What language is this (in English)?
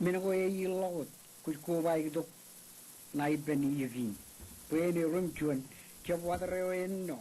Marshallese